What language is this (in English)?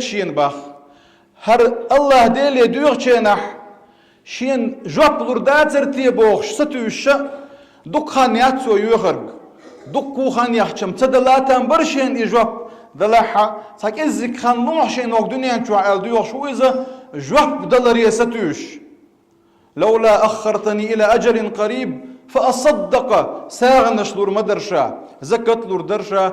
Chechen